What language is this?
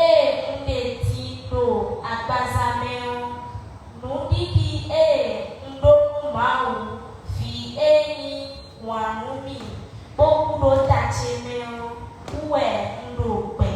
Fon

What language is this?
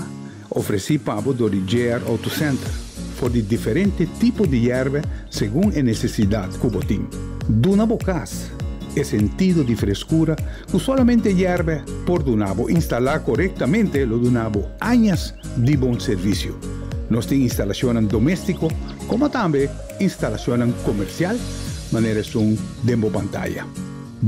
Papiamento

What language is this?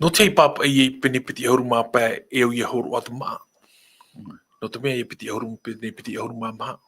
Tahitian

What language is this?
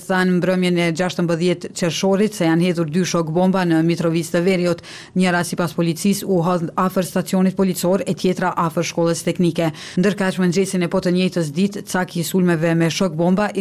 Albanian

